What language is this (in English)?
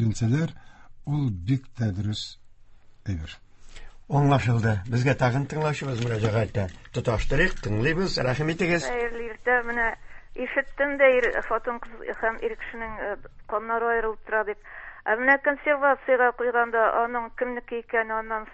Tatar